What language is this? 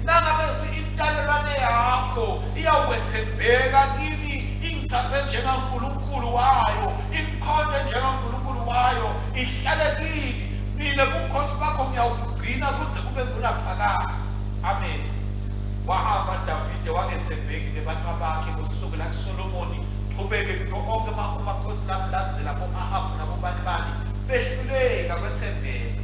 Swati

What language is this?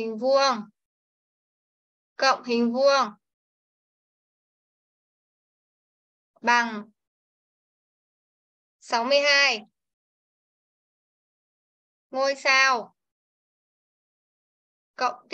Vietnamese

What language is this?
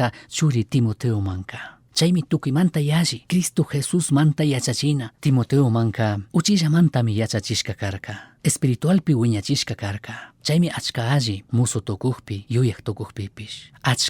Chimborazo Highland Quichua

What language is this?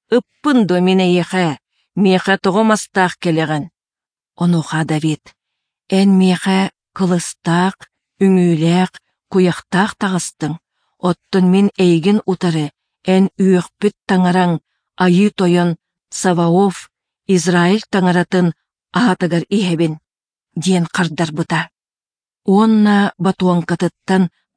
Yakut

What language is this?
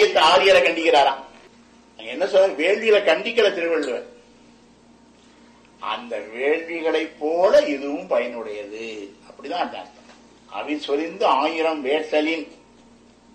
Tamil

